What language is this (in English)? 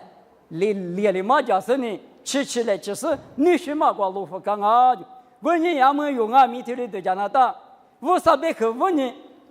Lisu